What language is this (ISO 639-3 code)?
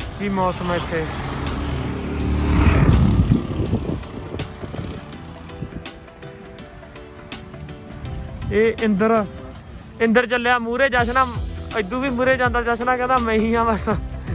pan